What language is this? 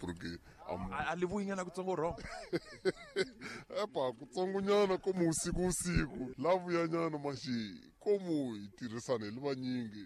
Tsonga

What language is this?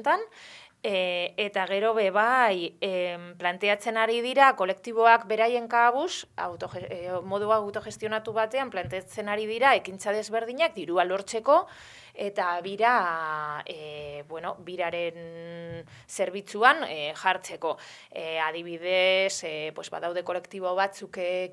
Basque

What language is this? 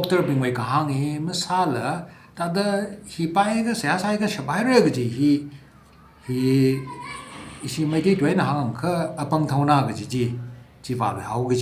Tangkhul Naga (India)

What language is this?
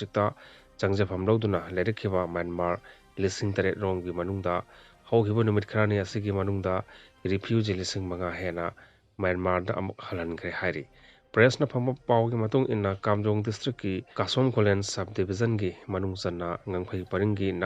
Manipuri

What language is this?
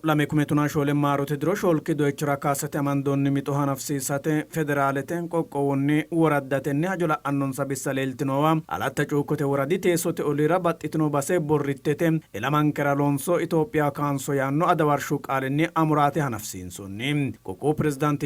Sidamo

